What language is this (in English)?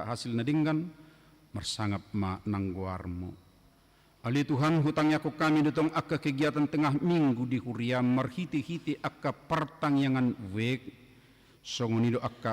Batak Toba